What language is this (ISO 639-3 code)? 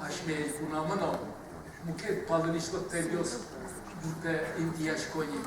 udm